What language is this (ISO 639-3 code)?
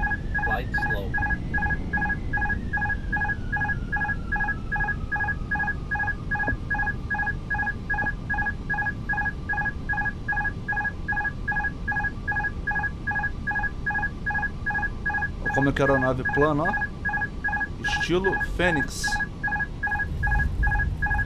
por